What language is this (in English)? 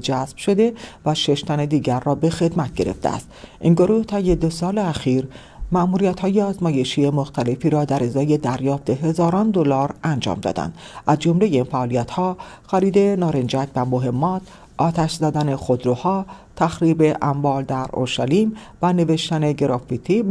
Persian